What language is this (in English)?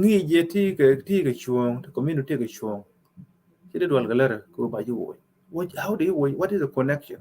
Nuer